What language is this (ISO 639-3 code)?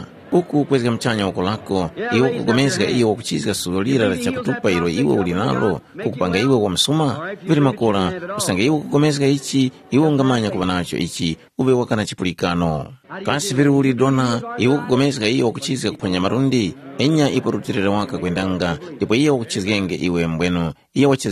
tum